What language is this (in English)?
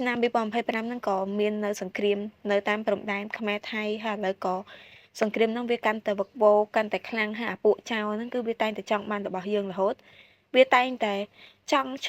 Khmer